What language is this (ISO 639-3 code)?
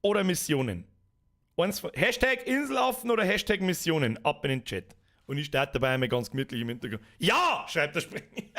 bar